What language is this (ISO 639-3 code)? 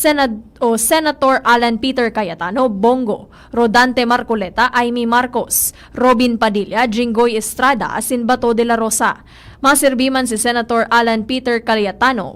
bik